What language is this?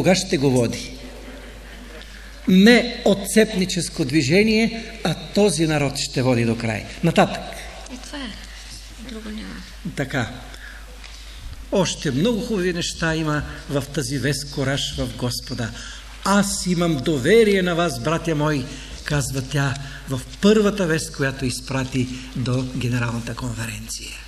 Bulgarian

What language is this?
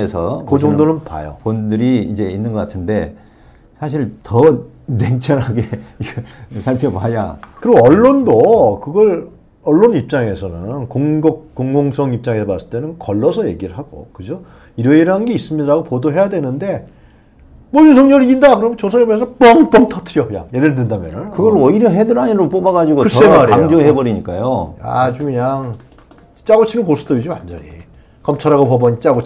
Korean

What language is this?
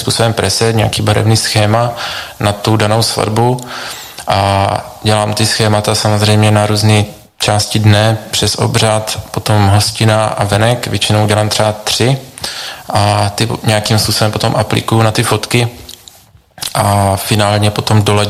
Czech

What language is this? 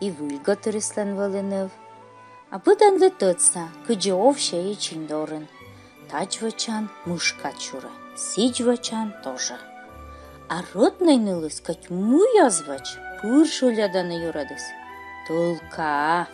Komi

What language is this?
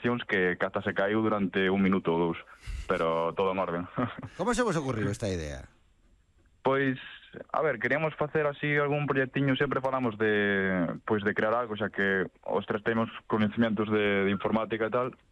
Galician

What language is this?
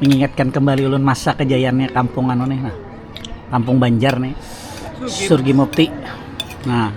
Banjar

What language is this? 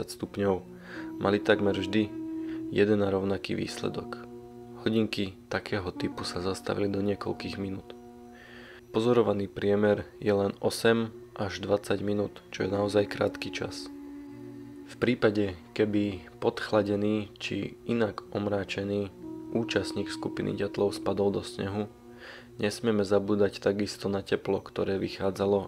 Slovak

